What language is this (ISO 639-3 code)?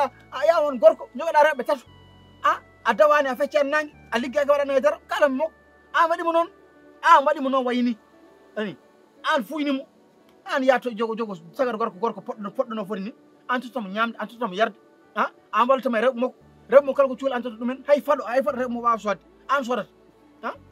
ful